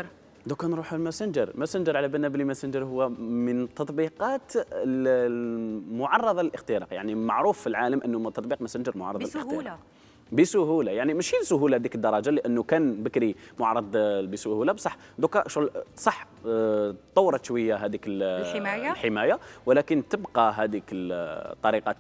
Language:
Algerian Arabic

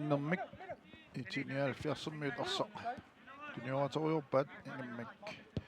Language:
Kalaallisut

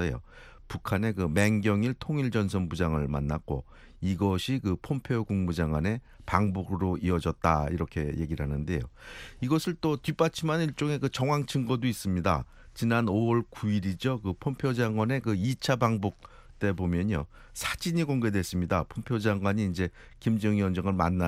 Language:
Korean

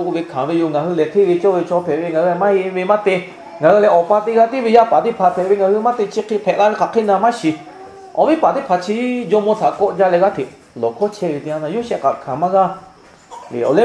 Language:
Lahu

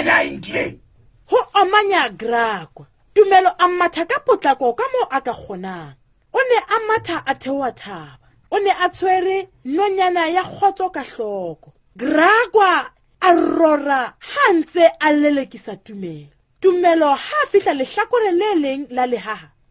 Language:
Southern Sotho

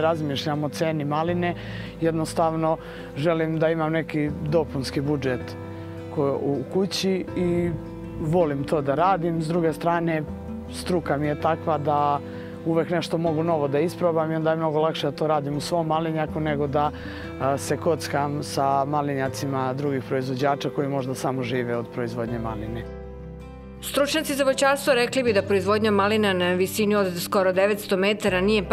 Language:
Serbian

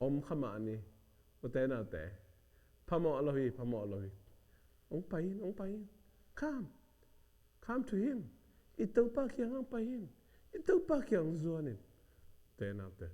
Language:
Tedim Chin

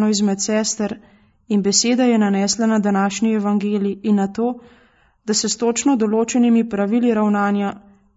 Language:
Slovenian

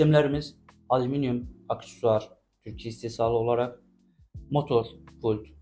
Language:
Azerbaijani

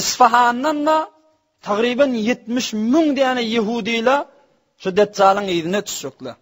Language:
Turkmen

